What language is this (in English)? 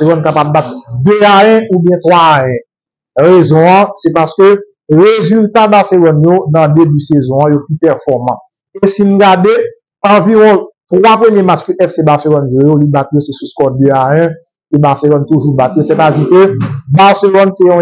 Haitian Creole